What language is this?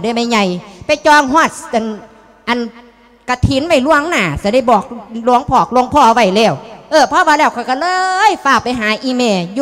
Lao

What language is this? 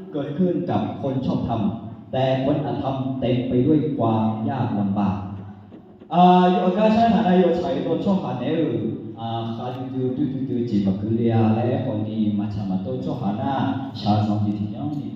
Akha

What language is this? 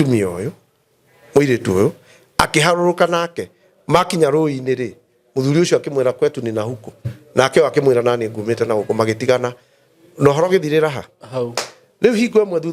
Kikuyu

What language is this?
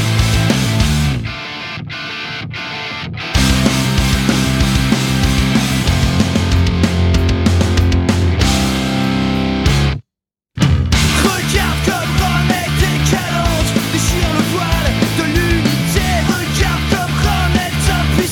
French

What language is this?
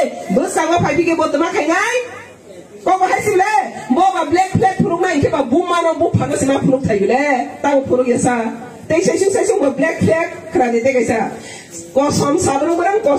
Riang (India)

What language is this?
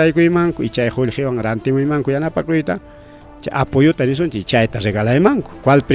Ayacucho Quechua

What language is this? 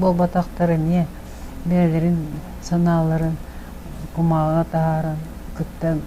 Yakut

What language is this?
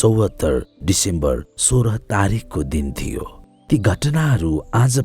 Nepali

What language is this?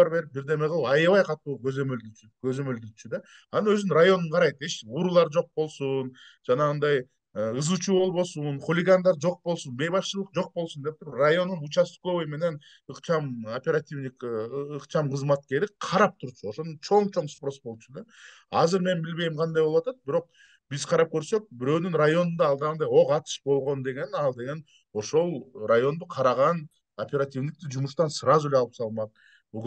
Kyrgyz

